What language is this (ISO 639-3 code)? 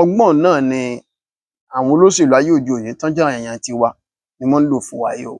yor